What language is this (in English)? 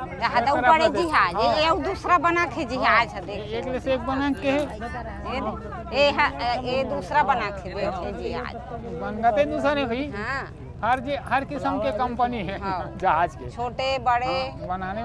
Chhattisgarhi